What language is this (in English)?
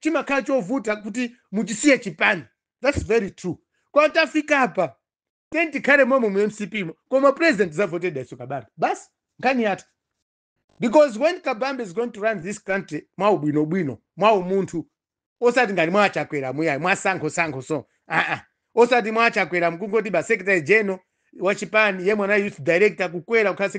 Nyanja